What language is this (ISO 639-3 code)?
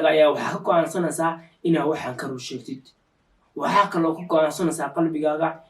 som